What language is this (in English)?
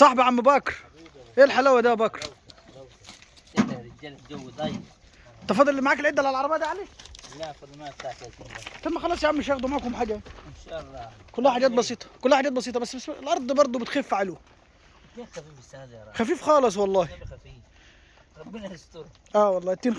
Egyptian Arabic